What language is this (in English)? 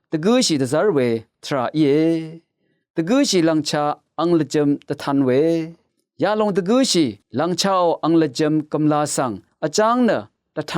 Rawang